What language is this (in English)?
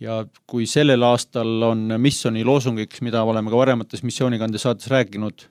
Estonian